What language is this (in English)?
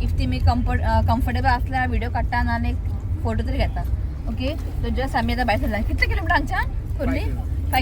Konkani